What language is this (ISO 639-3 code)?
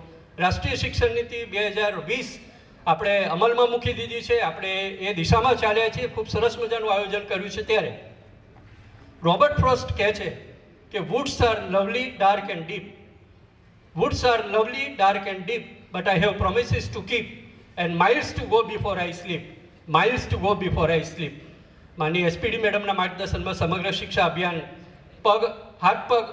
guj